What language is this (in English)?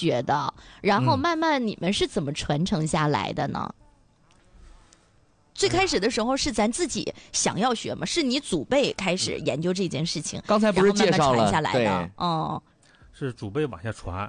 Chinese